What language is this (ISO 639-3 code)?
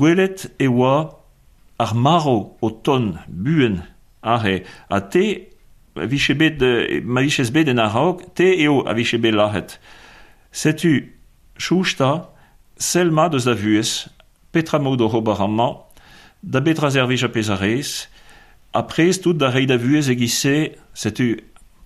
bre